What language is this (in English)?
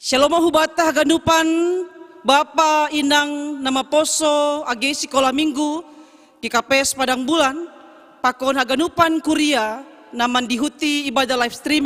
Batak Simalungun